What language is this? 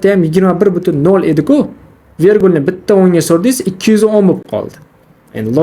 Uzbek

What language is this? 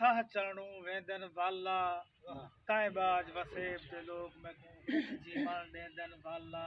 Saraiki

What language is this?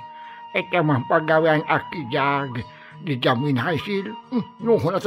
Sundanese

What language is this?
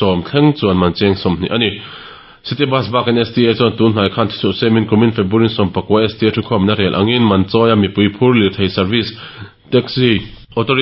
Mizo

